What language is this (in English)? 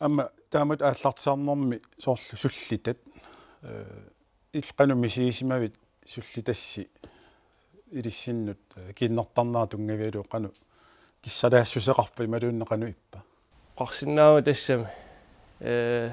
Kalaallisut